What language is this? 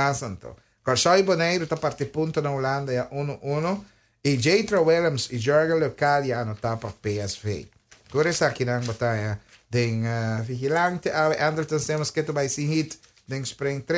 Papiamento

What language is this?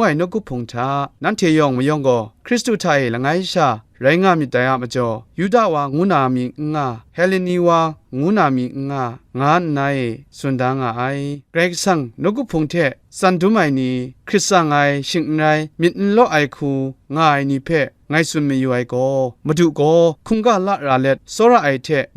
Kachin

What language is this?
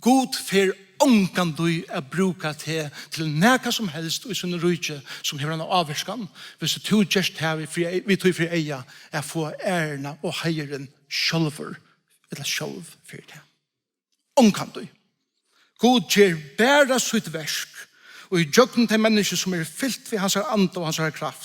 Faroese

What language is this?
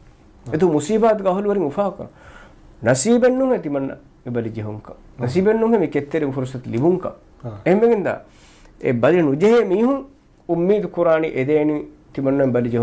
Divehi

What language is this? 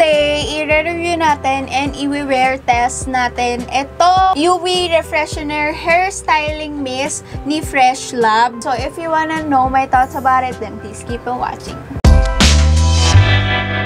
Filipino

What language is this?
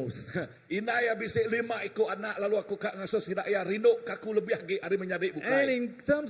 Iban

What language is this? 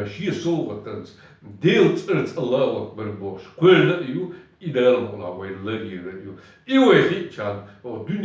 Chechen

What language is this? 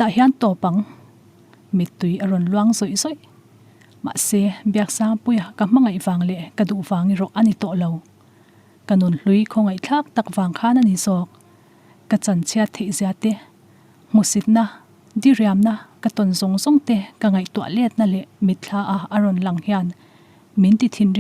Mizo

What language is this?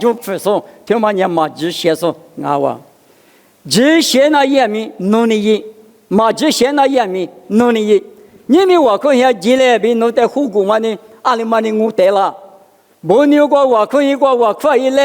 Lisu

